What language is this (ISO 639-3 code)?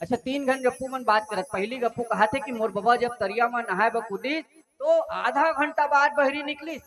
hne